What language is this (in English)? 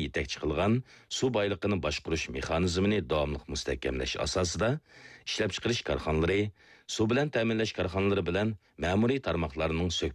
Uyghur